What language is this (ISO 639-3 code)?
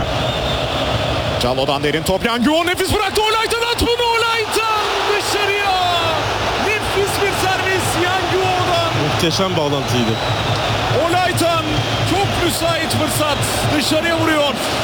tur